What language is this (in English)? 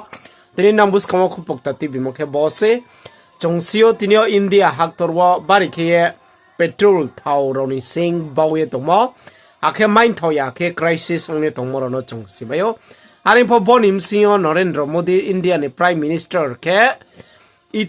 Riang (India)